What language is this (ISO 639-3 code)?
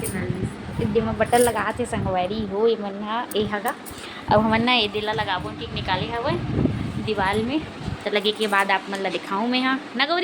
hne